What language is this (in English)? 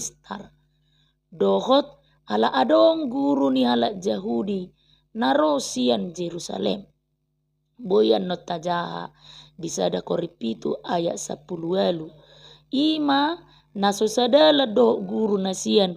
Batak Toba